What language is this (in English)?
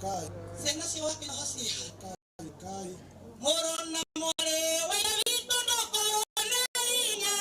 Kikuyu